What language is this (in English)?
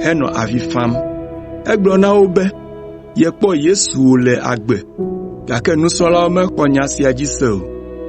Ewe